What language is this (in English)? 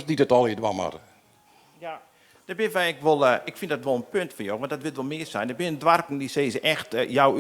Western Frisian